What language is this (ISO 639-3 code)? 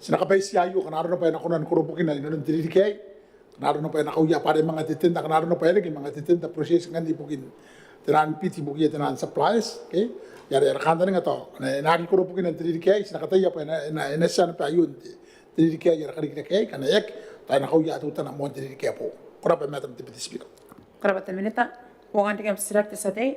gil